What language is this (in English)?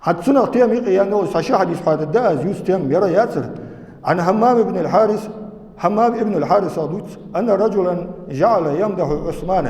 Ingush